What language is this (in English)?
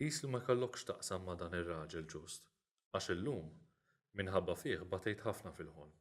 Maltese